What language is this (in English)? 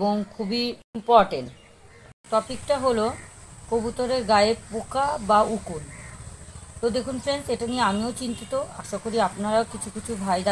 Bangla